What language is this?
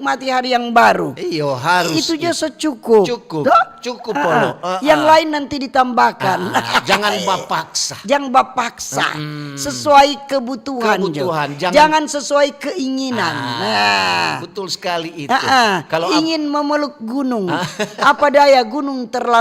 Manado Malay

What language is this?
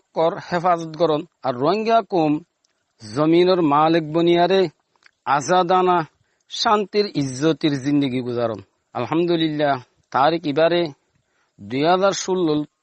Rohingya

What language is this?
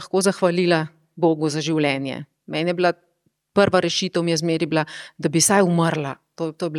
Slovenian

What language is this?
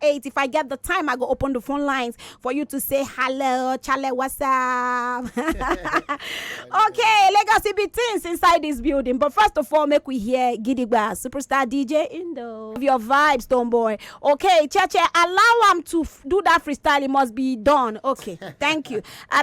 Nigerian Pidgin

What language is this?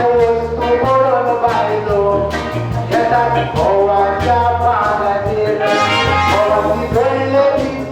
Konkani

